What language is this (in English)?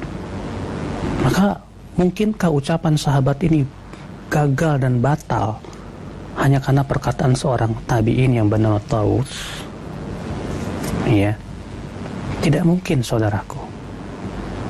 Indonesian